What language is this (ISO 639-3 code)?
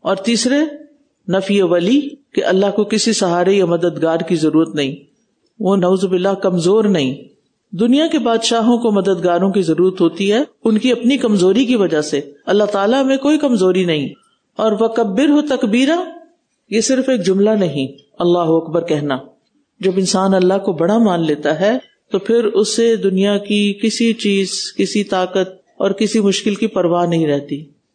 urd